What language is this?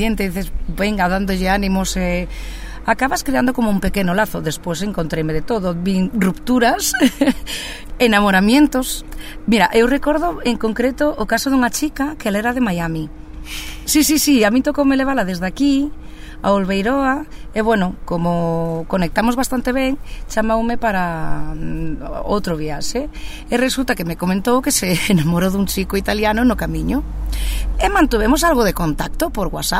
Galician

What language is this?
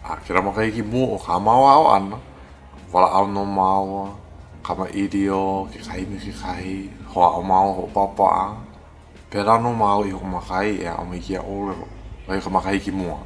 Hawaiian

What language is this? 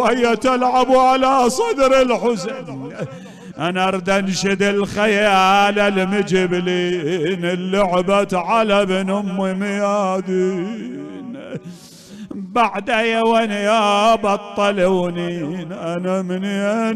Mesopotamian Arabic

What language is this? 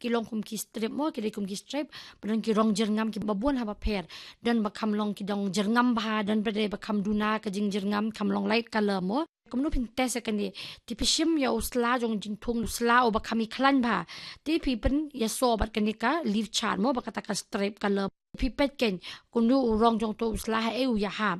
Khasi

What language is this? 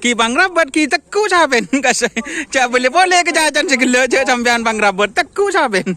Madurese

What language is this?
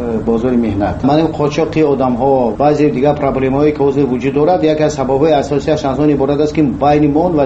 Tajik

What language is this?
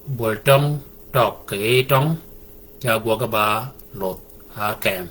Shilluk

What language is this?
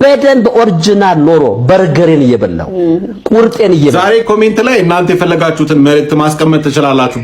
Amharic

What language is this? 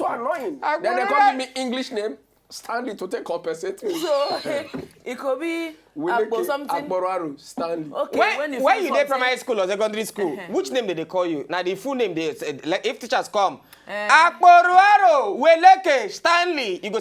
Nigerian Pidgin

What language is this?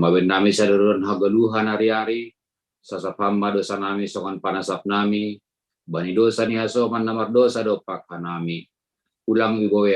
Batak Simalungun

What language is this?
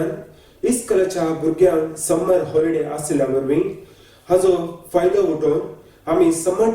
Konkani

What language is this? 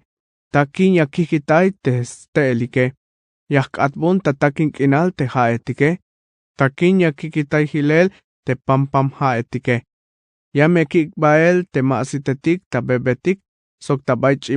Tzeltal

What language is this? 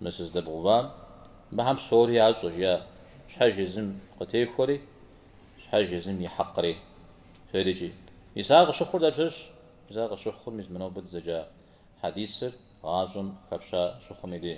Kabardian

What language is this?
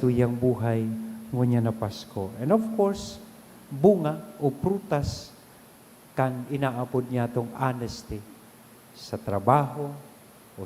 Bikol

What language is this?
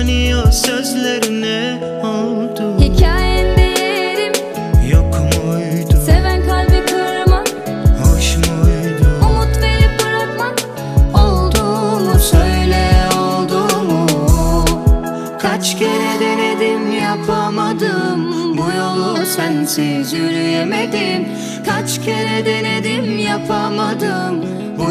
Turkish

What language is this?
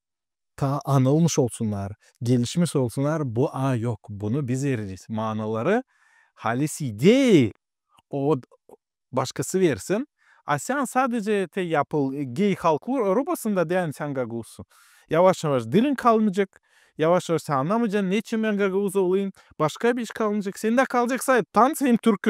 Gagauz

